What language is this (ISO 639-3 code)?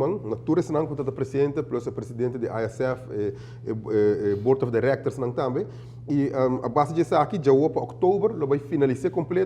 pap